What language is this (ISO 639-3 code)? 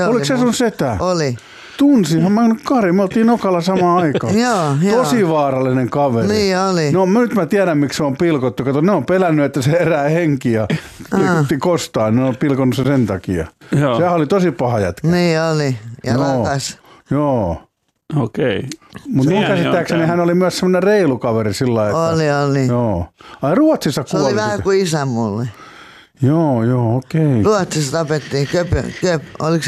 fin